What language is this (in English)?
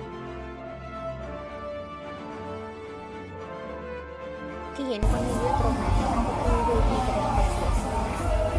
Thai